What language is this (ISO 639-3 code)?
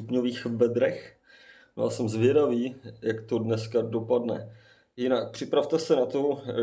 ces